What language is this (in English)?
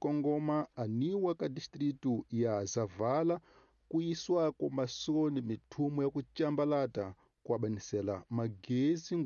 Tsonga